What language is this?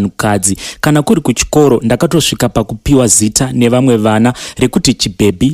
Shona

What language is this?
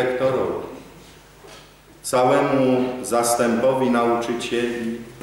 Polish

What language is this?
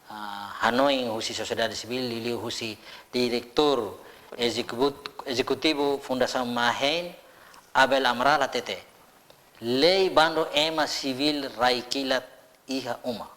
Tetum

